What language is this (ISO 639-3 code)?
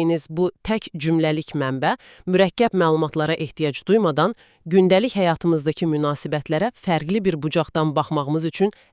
aze